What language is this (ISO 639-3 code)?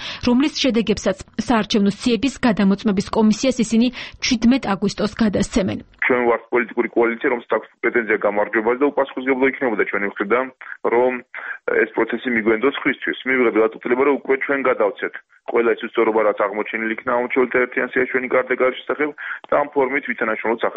kat